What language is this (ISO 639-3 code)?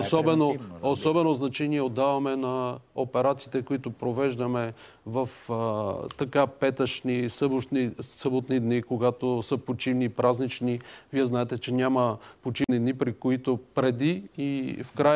bul